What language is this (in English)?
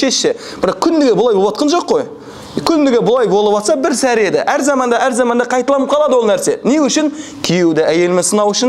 Kazakh